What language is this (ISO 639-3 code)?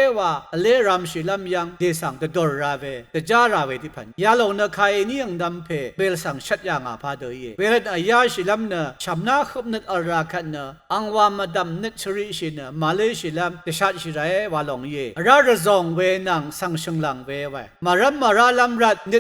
raw